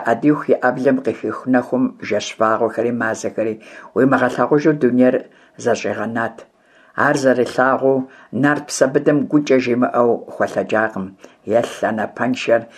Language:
Kabardian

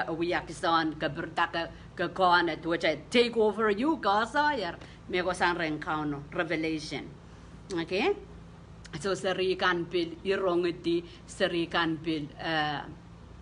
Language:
Pohnpeian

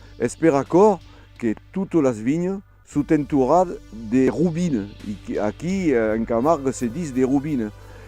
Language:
Occitan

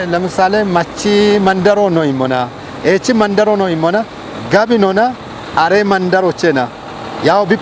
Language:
Kafa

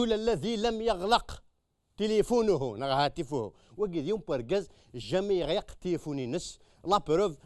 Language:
Kabyle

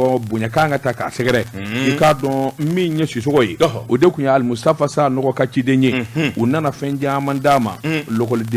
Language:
Bambara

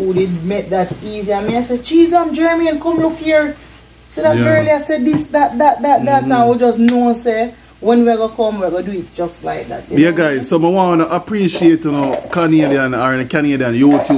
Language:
Jamaican Creole English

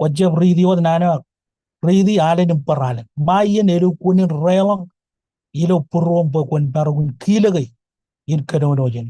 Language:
Marshallese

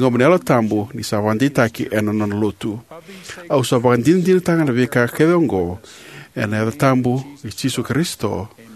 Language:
Fijian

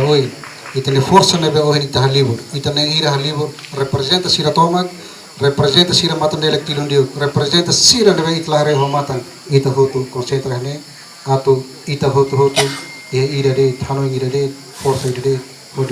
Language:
Tetum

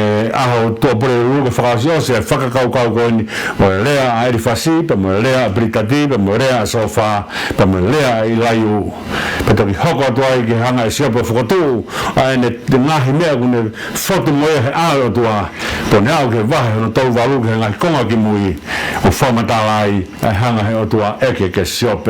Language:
Tongan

